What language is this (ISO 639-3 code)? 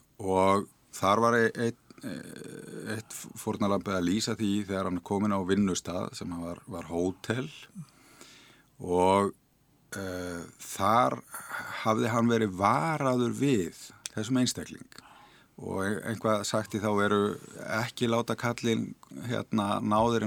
isl